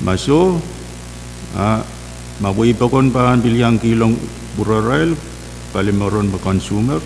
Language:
Pohnpeian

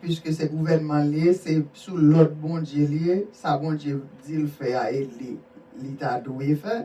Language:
Haitian Creole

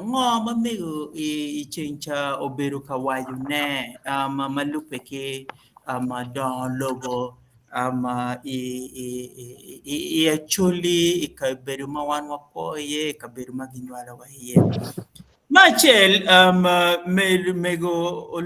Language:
Acoli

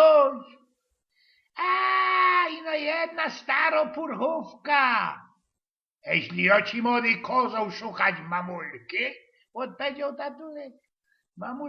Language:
Silesian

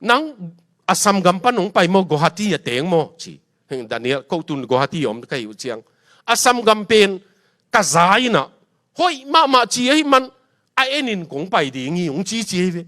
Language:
Tedim Chin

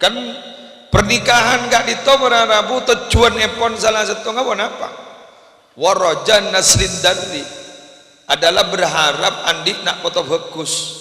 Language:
Madurese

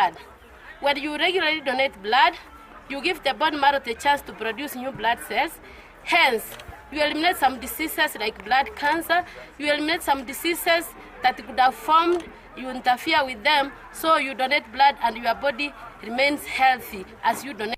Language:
Gusii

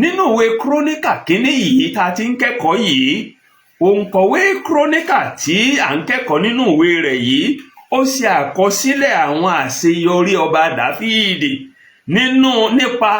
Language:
Yoruba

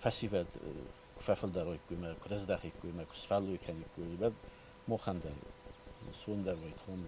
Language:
Ossetic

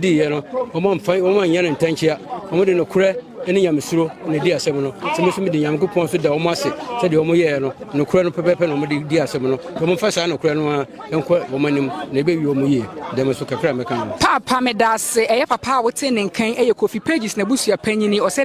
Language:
Akan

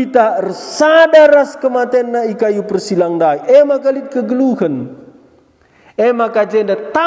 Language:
Batak Karo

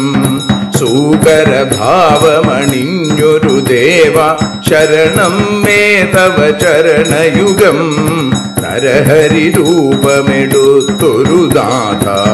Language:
Malayalam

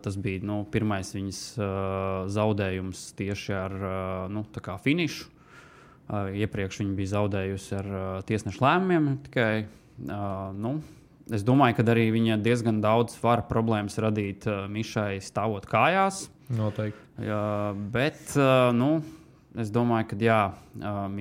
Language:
Latvian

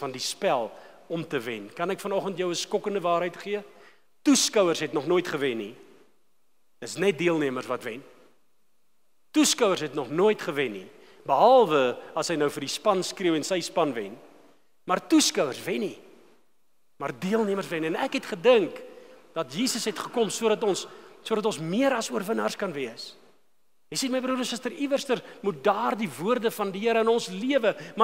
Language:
Afrikaans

